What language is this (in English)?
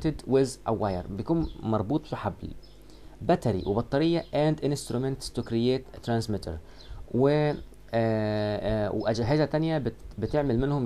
Egyptian Arabic